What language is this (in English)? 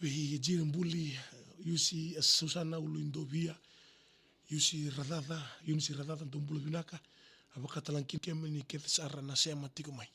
Fijian